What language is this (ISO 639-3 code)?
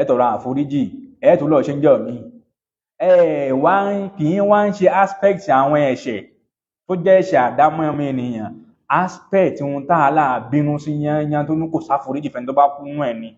yor